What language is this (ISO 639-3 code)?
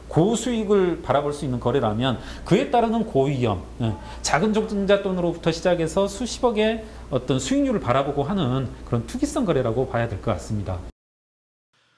kor